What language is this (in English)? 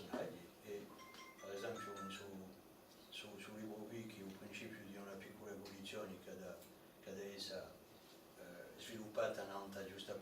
Corsican